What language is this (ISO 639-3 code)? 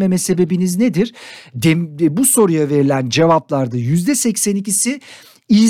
tur